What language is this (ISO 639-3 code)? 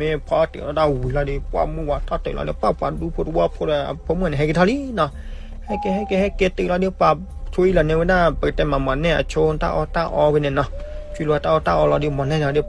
ksw